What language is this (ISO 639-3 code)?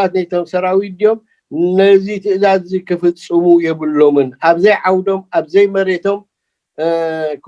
tir